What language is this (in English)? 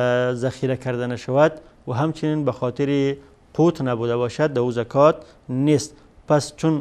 Persian